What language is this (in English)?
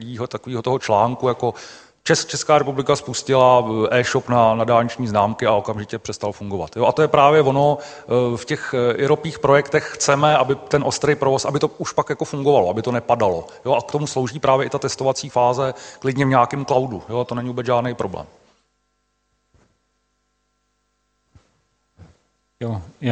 Czech